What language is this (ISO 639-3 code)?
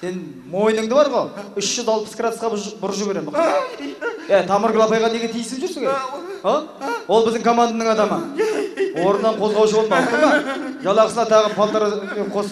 kaz